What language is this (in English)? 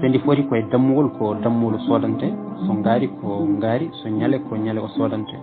Fula